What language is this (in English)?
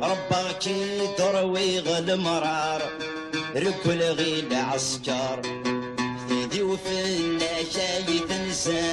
Kabyle